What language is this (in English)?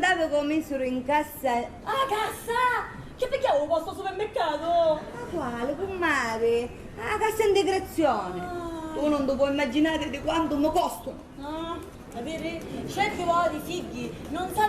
Sicilian